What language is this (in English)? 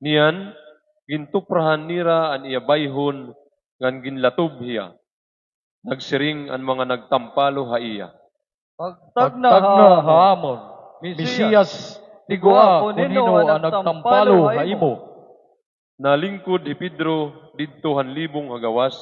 Waray